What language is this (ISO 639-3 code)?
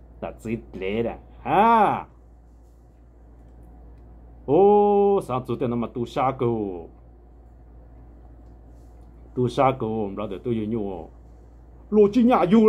vie